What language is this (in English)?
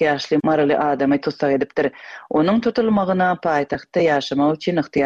Turkmen